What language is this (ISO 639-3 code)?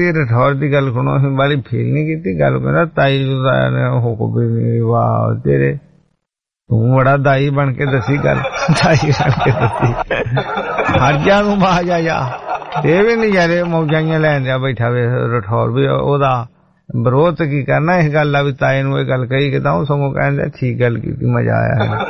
pan